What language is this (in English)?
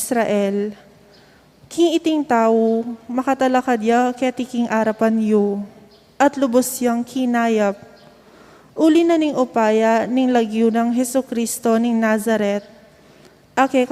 Pampanga